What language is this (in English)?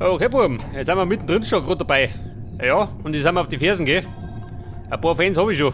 Bavarian